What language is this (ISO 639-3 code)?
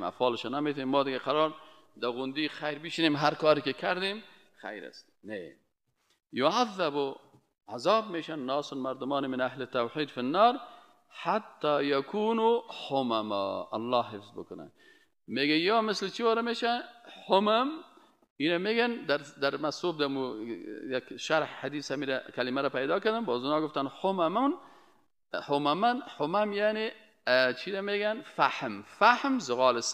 fas